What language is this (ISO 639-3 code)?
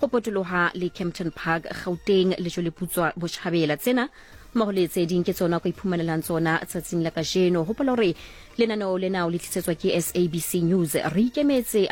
sot